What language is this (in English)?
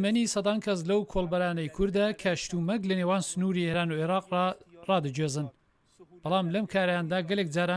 Central Kurdish